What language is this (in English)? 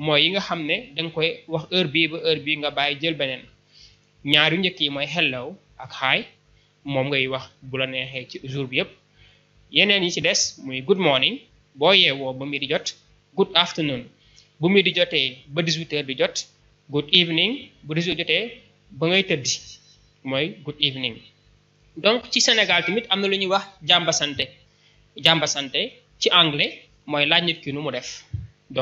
Wolof